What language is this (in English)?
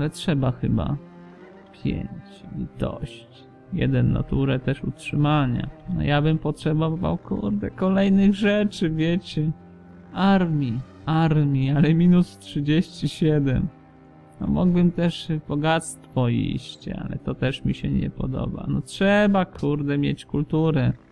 Polish